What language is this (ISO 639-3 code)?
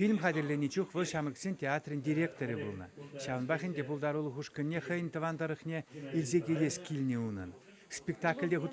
chv